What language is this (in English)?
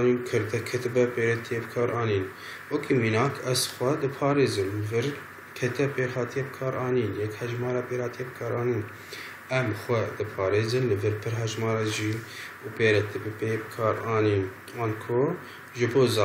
Kurdish